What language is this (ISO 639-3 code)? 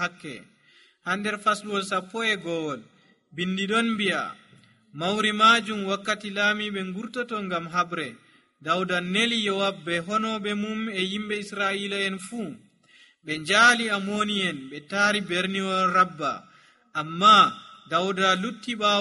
fuv